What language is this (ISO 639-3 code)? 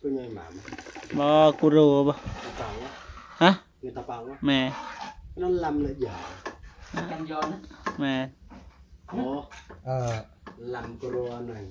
tts